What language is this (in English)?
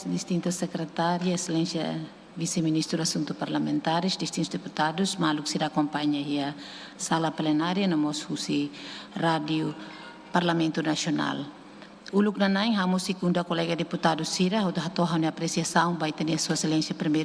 Tetum